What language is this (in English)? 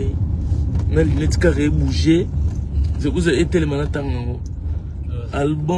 Lingala